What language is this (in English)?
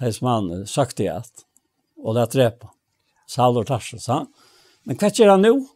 Faroese